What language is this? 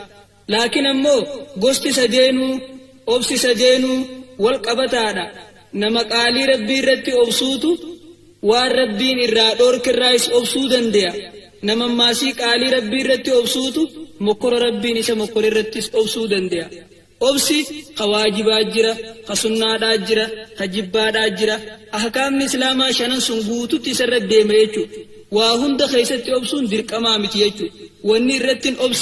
Oromo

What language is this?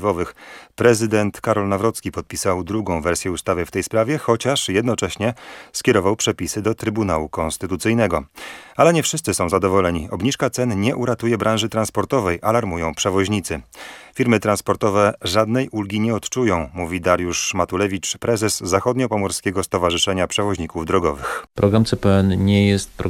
Polish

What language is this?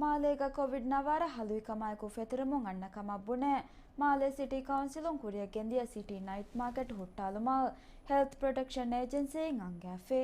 Divehi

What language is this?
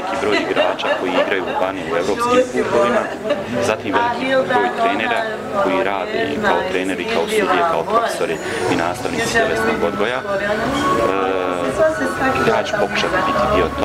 Bosnian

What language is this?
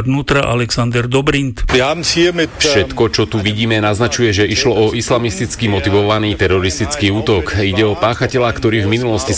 Slovak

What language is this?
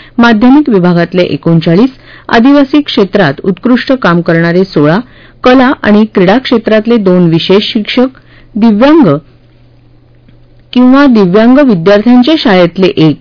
Marathi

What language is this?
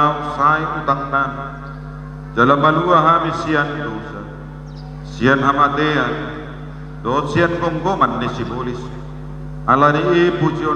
Batak Toba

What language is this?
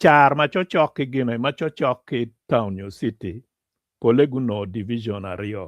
Acoli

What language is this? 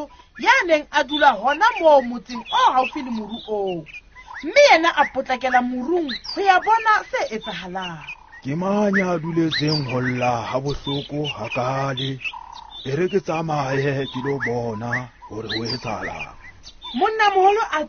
Southern Sotho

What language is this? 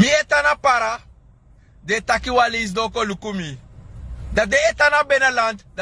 Sranan Tongo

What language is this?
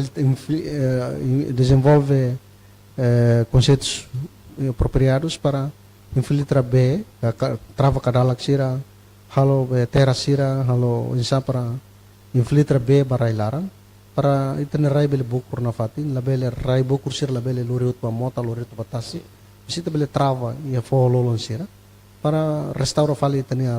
Tetum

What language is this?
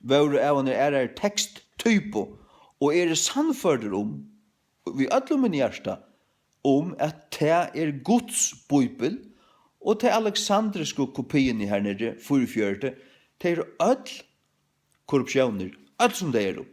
Faroese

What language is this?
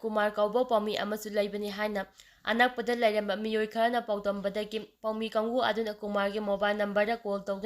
Manipuri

